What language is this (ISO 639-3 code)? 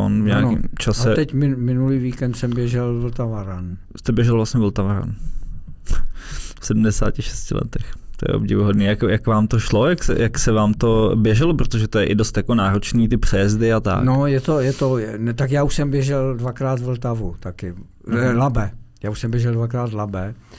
ces